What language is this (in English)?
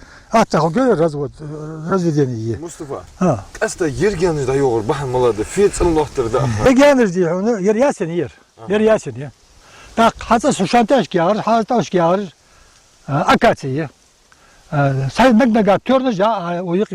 Ingush